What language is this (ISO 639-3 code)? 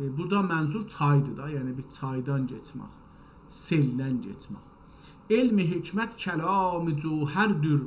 azb